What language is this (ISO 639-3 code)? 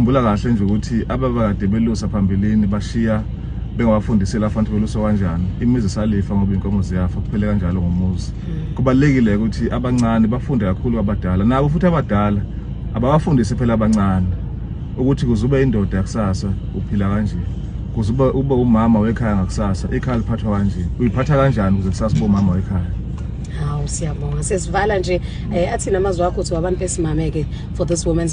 zul